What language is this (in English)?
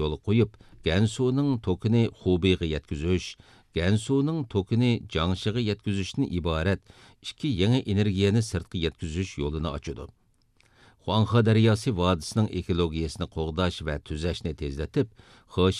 Uyghur